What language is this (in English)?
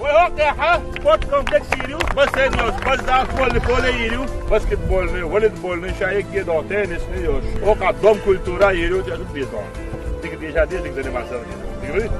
Chechen